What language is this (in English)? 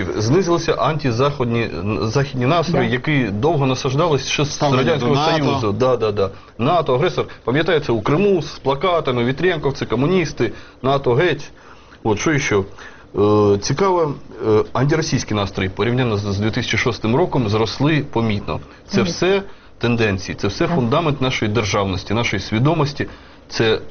Ukrainian